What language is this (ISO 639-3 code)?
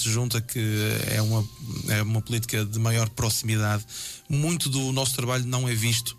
por